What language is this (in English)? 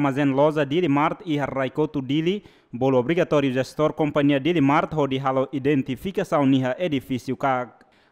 Tetum